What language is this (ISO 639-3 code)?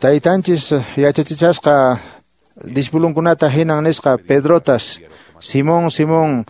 que